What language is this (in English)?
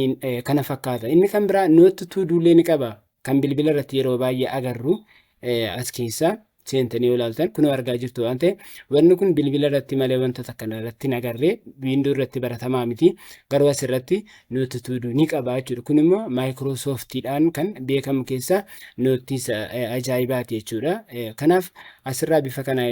Oromo